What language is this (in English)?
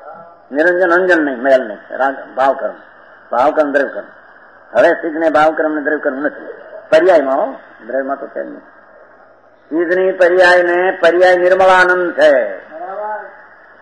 Gujarati